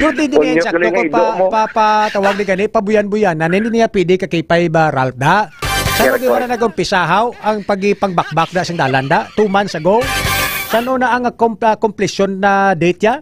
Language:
Hiligaynon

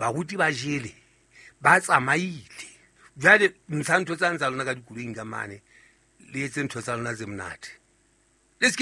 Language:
Southern Sotho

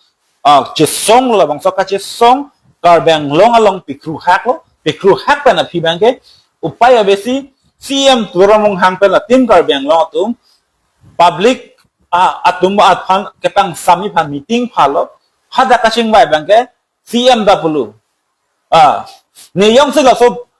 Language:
Karbi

